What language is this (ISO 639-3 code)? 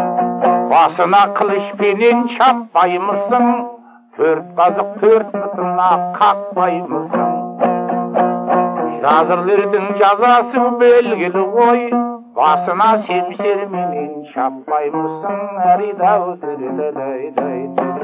kaz